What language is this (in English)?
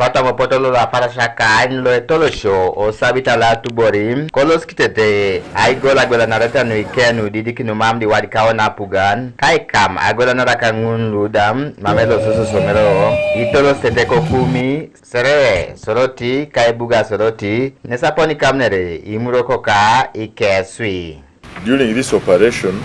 Teso